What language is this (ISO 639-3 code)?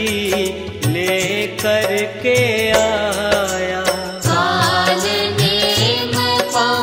hin